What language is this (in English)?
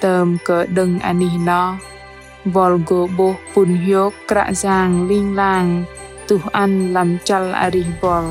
Bahnar